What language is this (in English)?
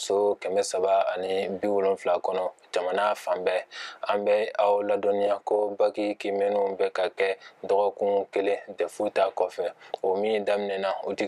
Bambara